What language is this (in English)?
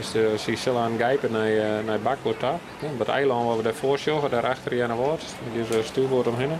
Western Frisian